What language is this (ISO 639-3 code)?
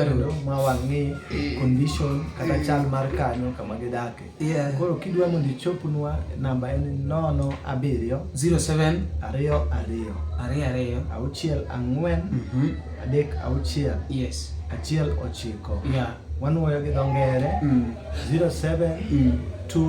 luo